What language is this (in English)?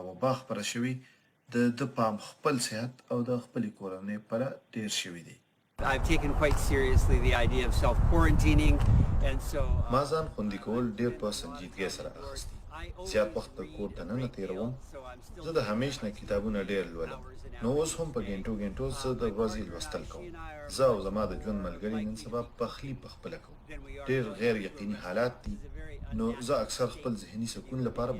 Pashto